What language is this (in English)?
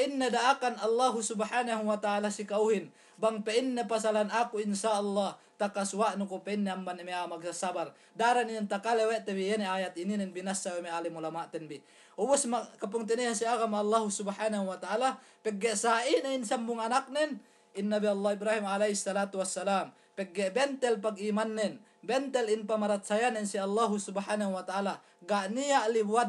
Yakan